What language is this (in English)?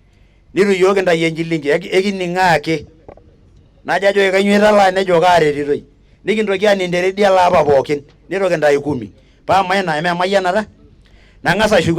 Masai